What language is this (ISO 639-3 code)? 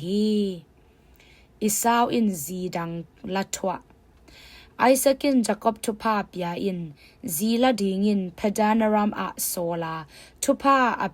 ctd